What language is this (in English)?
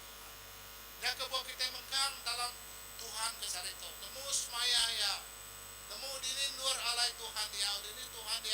Iban